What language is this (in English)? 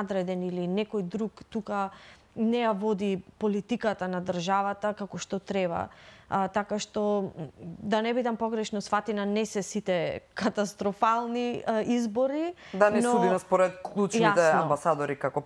Macedonian